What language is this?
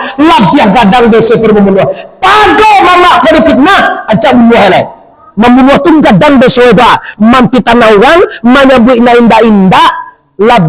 Minangkabau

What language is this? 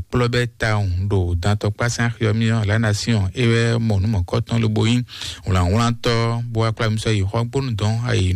Fon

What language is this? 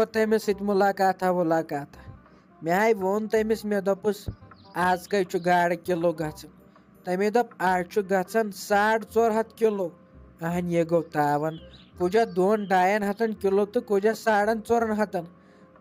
Kashmiri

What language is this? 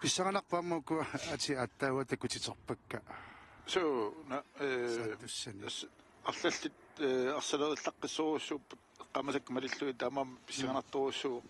Kalaallisut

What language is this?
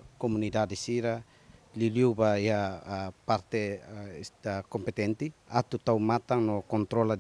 Tetum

